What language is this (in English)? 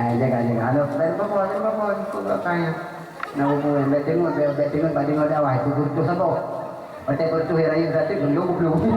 Achinese